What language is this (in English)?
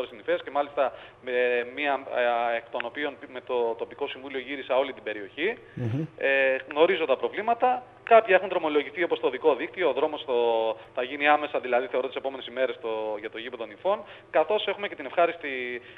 Greek